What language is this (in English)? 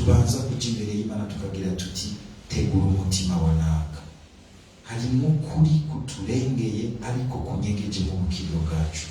Rundi